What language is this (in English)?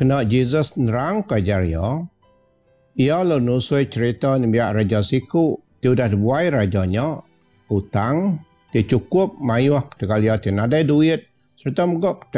Iban